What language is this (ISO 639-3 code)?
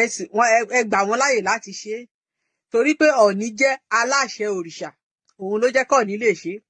yor